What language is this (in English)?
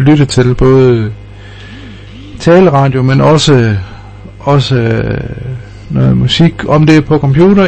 Danish